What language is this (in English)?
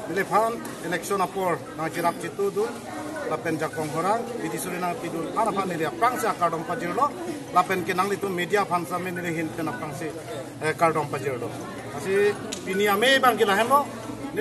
Karbi